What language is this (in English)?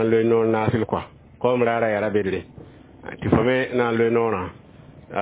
Mossi